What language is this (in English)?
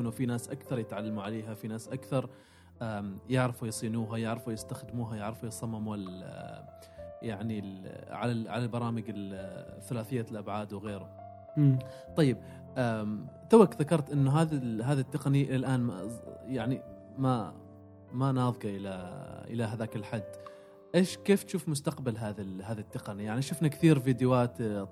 Gulf Arabic